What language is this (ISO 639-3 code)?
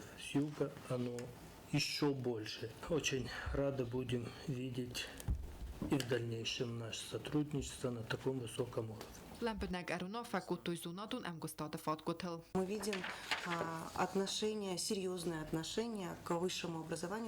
oss